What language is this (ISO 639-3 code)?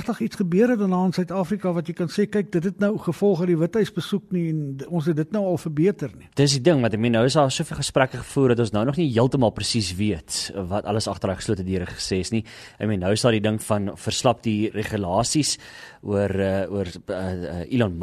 afr